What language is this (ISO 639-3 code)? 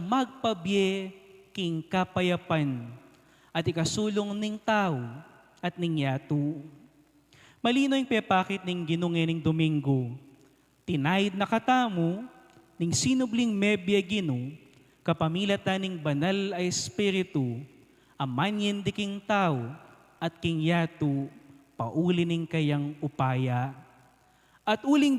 pam